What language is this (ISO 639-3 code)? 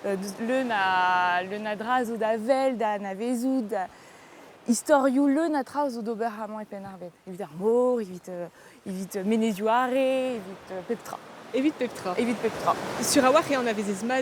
bre